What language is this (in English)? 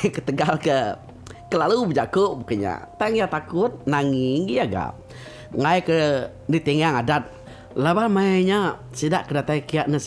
Iban